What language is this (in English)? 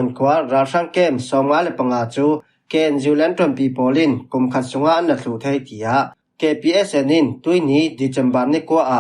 Falam Chin